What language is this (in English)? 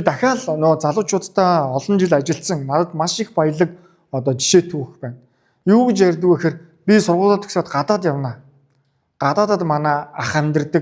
Mongolian